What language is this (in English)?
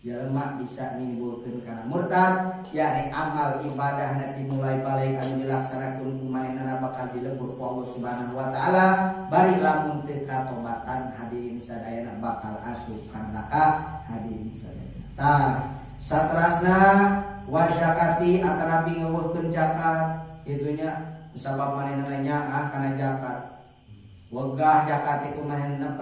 Sundanese